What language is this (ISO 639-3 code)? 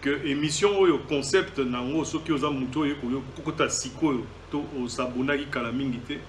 lin